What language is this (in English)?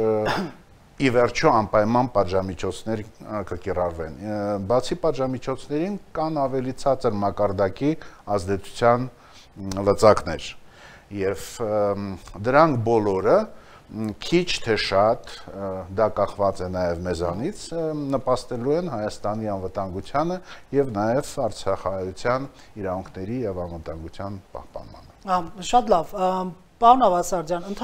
Armenian